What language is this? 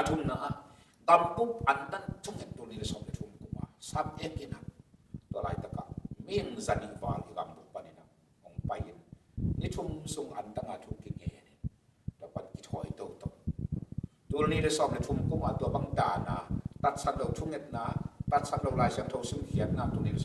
Tedim Chin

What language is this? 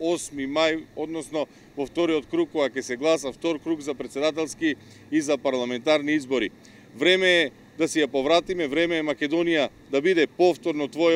Macedonian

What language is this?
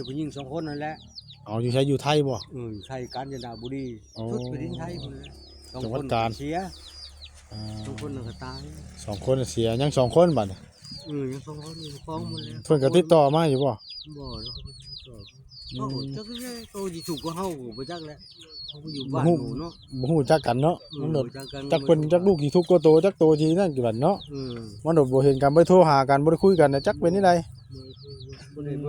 Northeastern Thai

